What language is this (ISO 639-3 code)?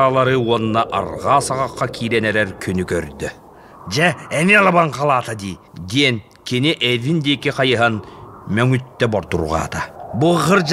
sah